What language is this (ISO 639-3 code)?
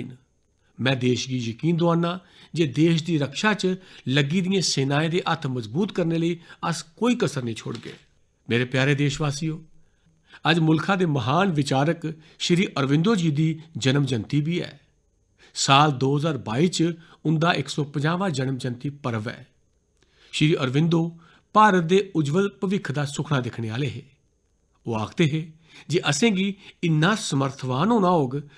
doi